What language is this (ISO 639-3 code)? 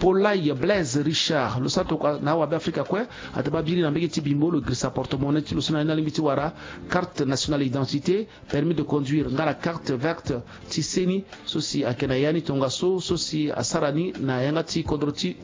sag